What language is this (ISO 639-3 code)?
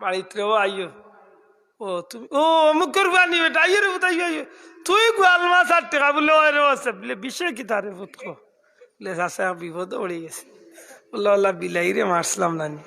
syl